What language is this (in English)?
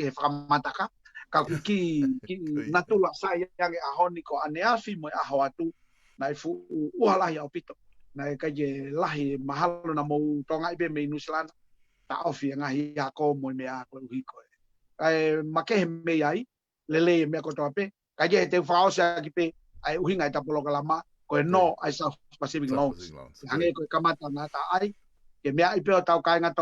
Tongan